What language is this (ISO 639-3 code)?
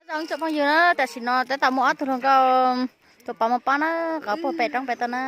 hmn